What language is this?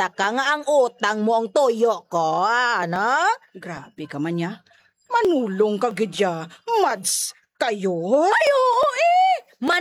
Hiligaynon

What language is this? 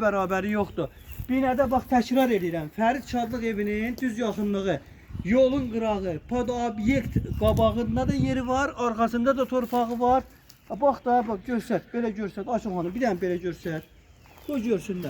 Azerbaijani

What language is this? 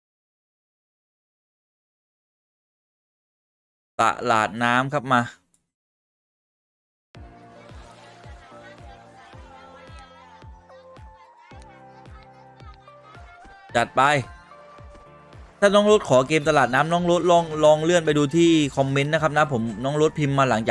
Thai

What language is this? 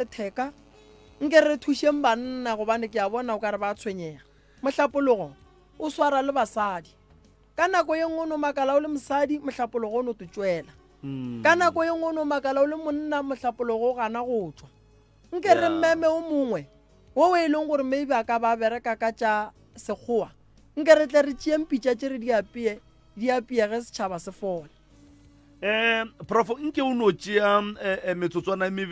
Northern Sotho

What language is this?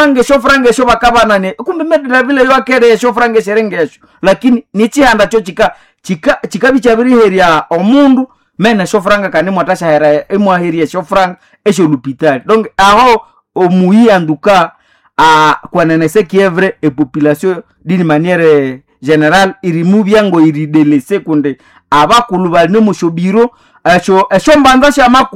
Nande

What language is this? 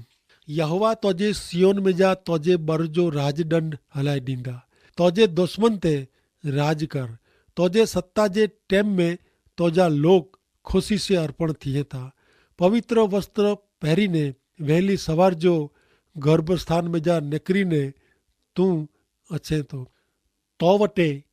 Kachhi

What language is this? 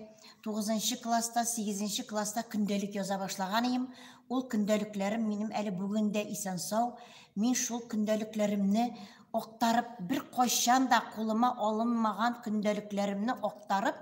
Tatar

